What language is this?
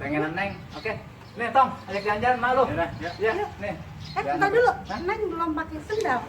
Betawi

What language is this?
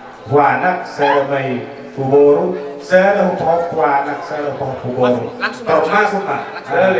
Batak Toba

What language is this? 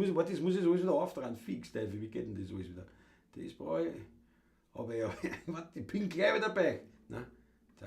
Bavarian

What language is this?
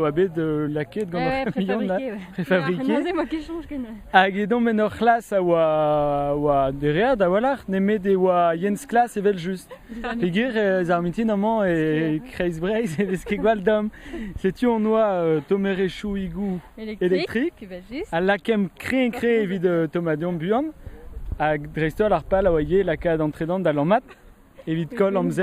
Breton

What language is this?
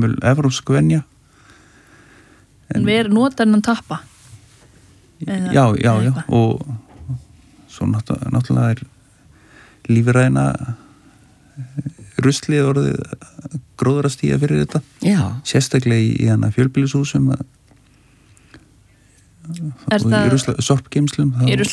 Icelandic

